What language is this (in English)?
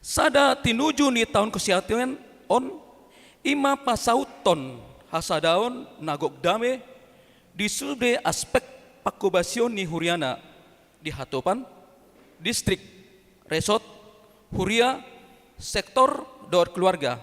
Batak Toba